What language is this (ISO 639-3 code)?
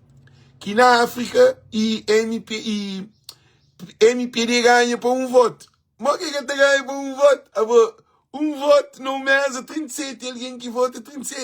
kea